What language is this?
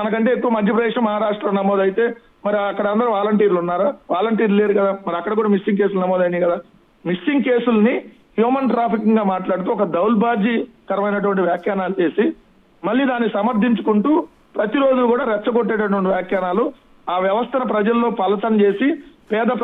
Telugu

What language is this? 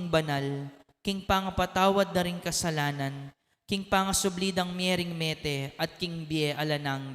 Pampanga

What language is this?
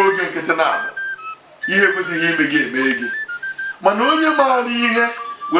Igbo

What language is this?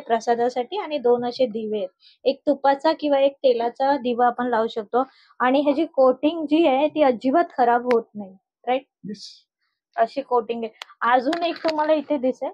Marathi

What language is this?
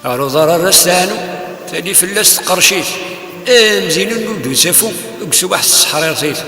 Kabyle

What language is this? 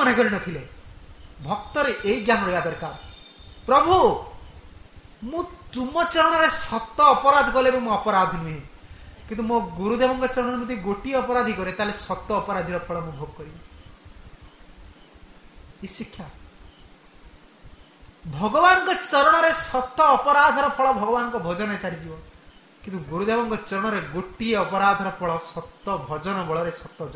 Odia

